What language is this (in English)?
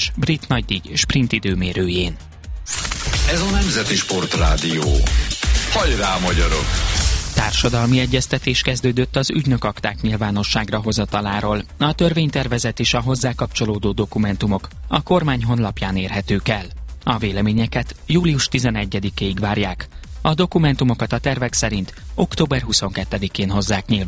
Hungarian